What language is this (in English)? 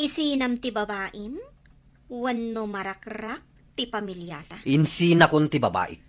Iloko